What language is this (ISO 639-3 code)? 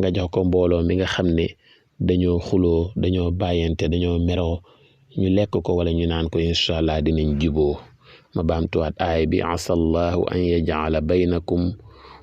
wol